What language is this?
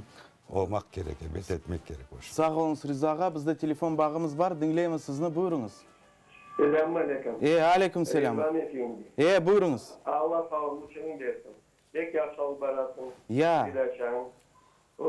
Crimean Tatar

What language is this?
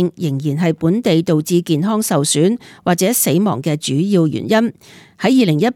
Cantonese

